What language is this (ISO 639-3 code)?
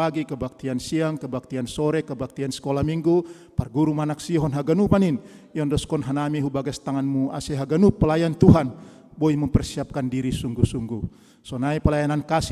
bts